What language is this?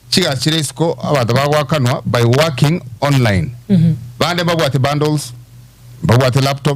Gusii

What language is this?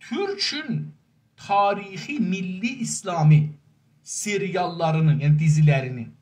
South Azerbaijani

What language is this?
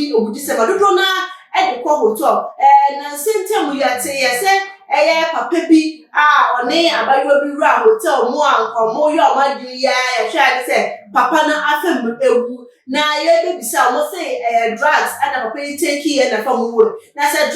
Akan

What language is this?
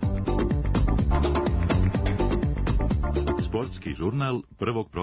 Serbian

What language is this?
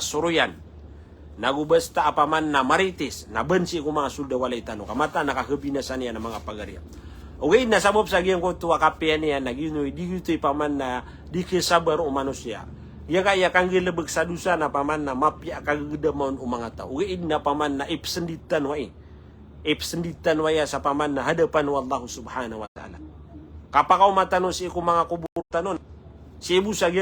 Maranao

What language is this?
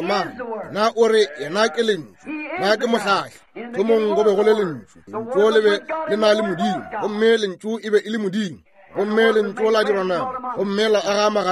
Northern Sotho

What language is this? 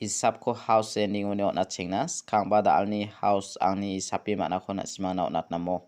Garo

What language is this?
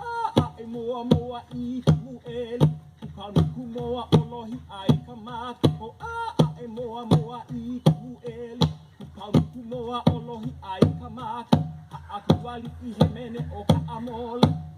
Hawaiian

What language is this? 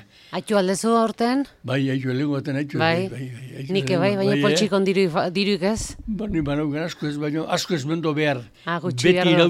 Basque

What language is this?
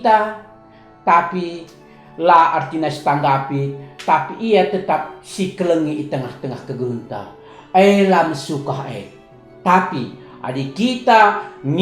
Batak Karo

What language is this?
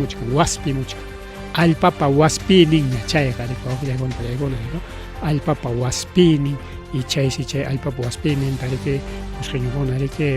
Ayacucho Quechua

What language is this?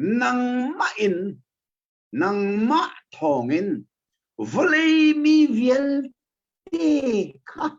Hakha Chin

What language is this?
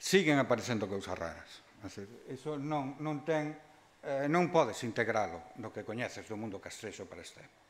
Galician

